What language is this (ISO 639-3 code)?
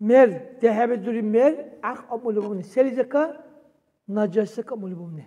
dar